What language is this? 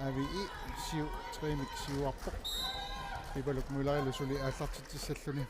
Kalaallisut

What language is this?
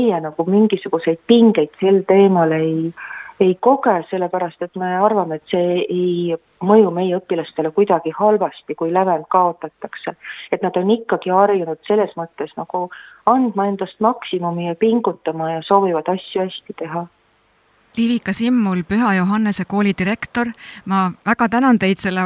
Estonian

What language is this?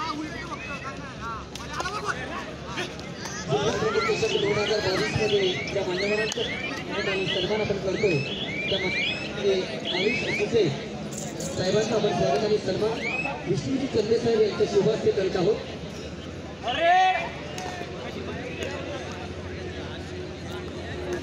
Marathi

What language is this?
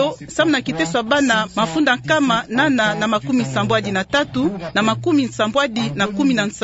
Kituba (Democratic Republic of Congo)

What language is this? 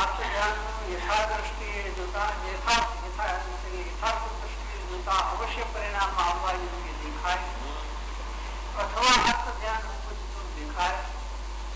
Gujarati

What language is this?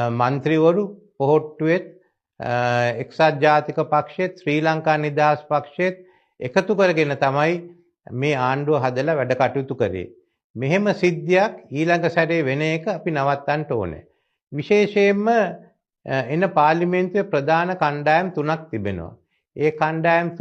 Sinhala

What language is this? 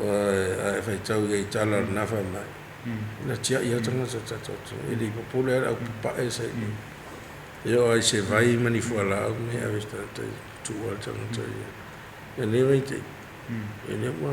Samoan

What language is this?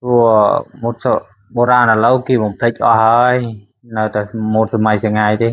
Khmer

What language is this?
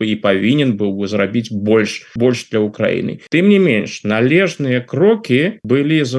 Belarusian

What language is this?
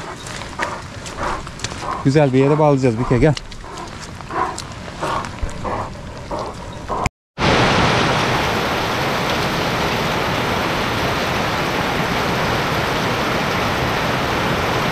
Turkish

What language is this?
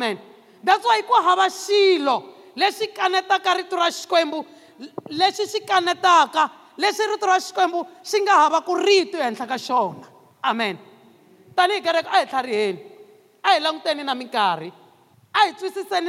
Tsonga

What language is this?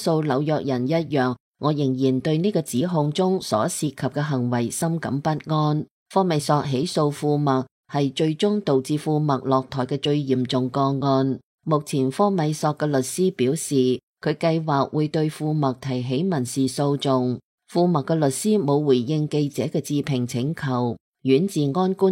Cantonese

